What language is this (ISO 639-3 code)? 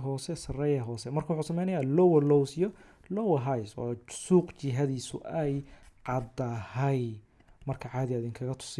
som